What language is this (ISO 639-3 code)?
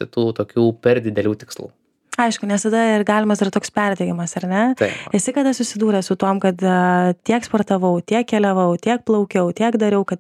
lit